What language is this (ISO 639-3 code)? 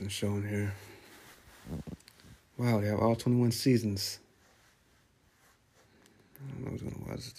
eng